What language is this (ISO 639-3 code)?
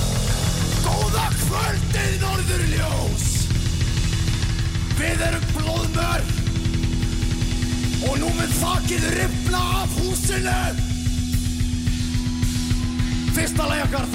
isl